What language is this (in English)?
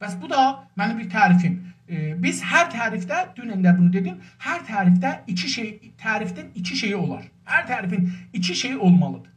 South Azerbaijani